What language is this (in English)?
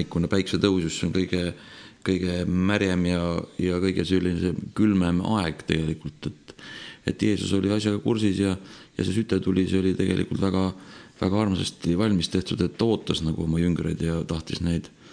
Estonian